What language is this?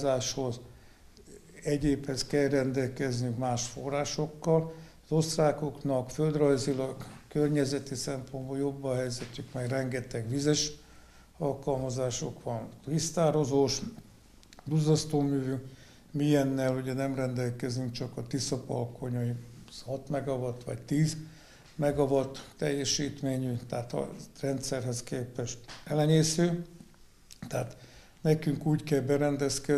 Hungarian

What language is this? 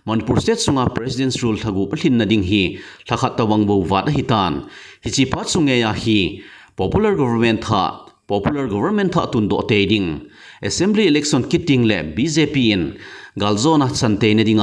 Thado Chin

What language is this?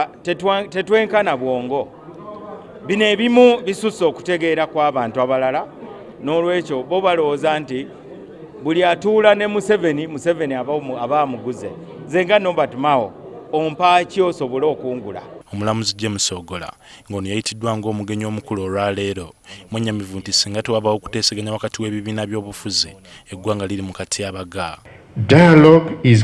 Ganda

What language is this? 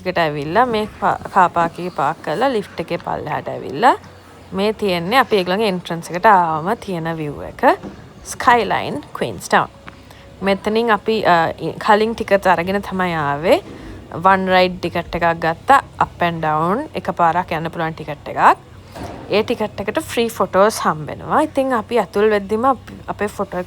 Sinhala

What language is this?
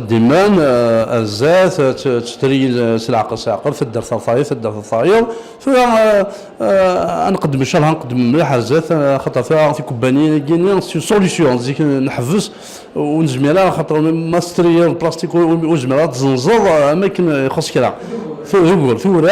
Kabyle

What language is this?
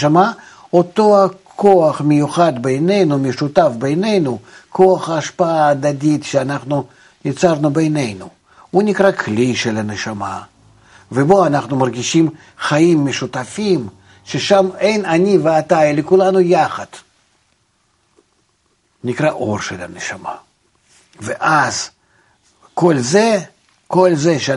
Hebrew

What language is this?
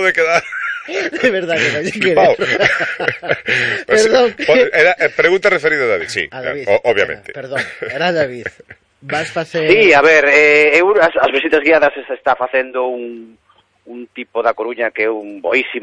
Galician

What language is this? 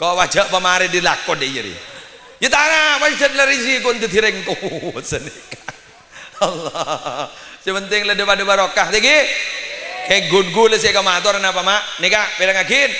Madurese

